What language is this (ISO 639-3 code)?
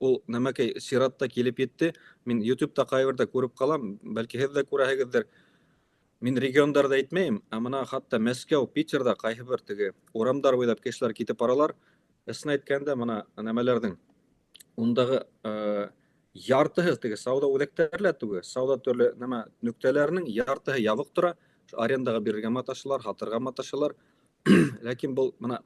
bak